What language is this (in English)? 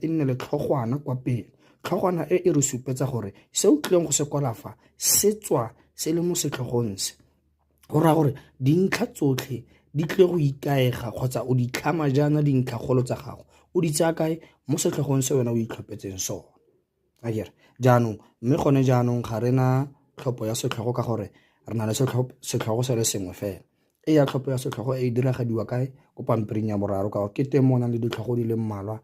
Tswana